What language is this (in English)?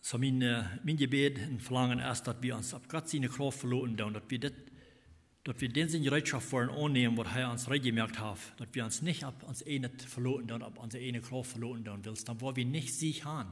Plautdietsch